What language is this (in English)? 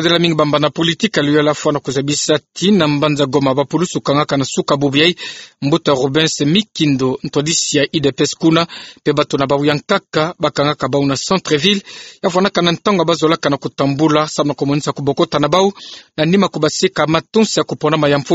Kituba (Democratic Republic of Congo)